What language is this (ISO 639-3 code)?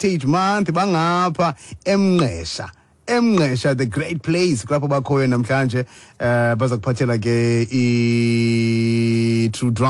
xho